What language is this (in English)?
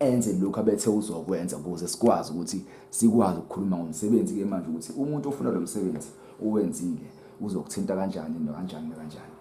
Zulu